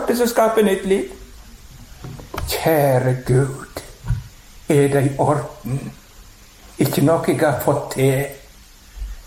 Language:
Norwegian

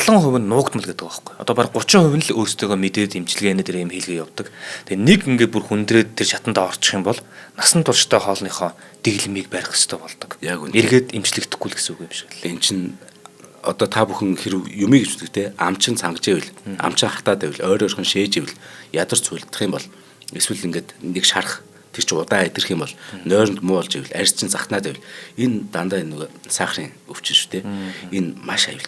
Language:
Mongolian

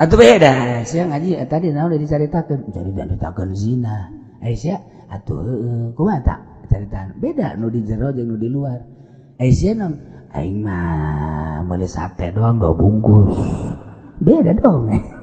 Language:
Sundanese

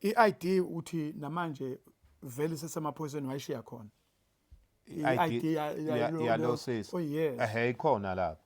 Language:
Zulu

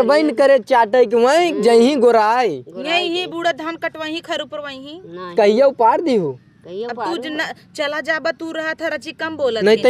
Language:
Awadhi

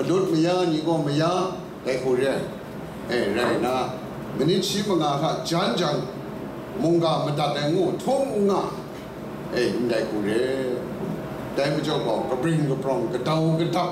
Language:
Kachin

